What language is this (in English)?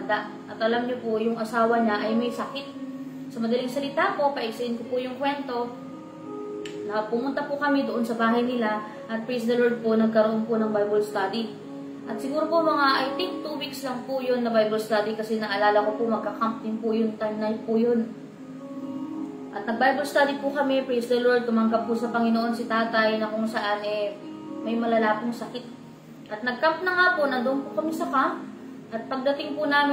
Filipino